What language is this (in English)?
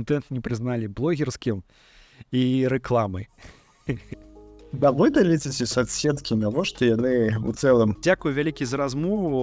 Belarusian